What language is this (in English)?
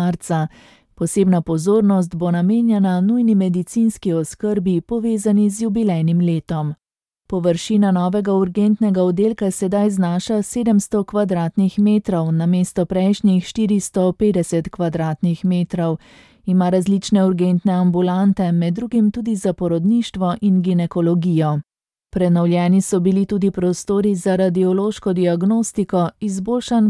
Slovenian